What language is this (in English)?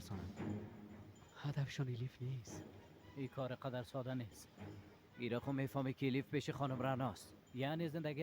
Persian